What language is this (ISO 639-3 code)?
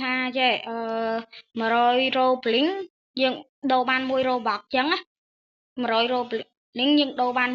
khm